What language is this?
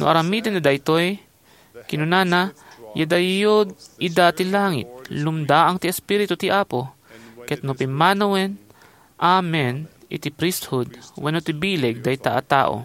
Iloko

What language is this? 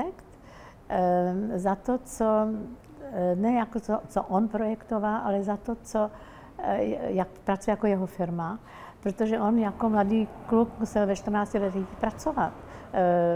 Czech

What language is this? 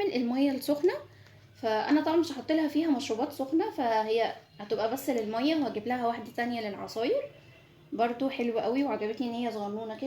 Egyptian Arabic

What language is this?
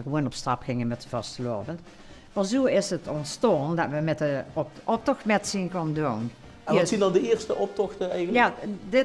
Limburgish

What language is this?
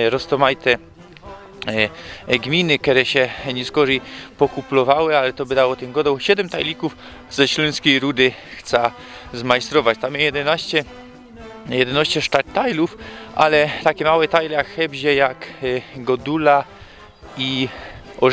Silesian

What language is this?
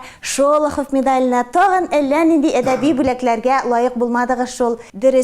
Tatar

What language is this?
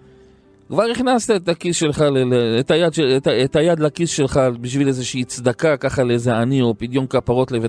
Hebrew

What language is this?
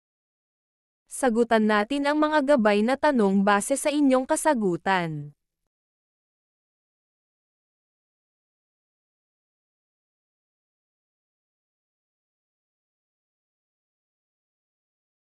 Filipino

